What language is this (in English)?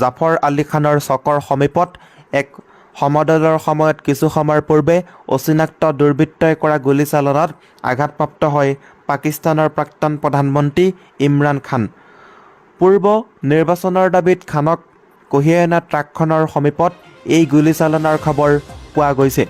Assamese